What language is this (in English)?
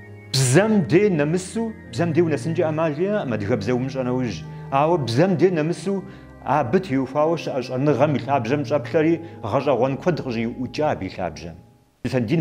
Kabardian